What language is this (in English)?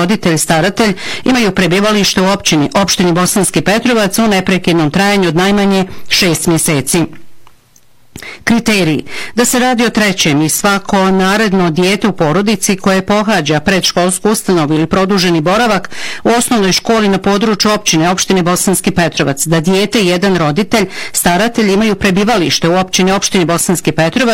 Bosnian